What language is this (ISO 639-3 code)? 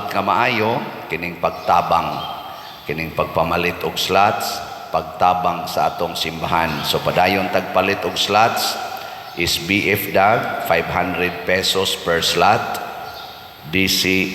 ceb